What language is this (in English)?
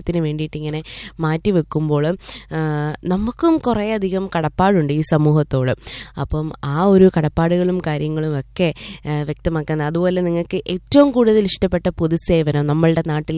Malayalam